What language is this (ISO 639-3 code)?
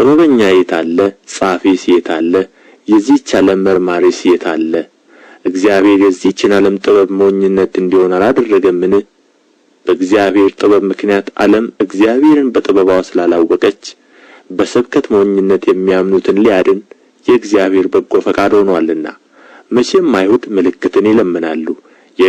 amh